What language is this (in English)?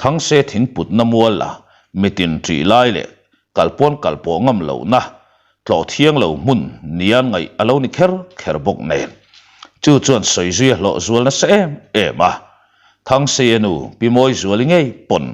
Mizo